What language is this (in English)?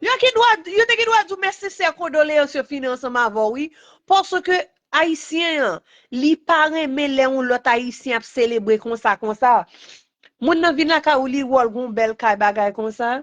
Haitian Creole